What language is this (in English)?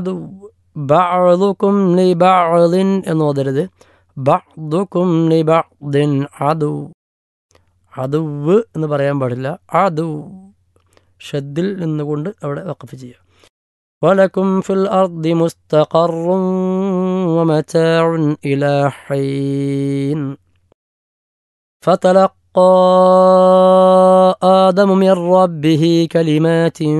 Malayalam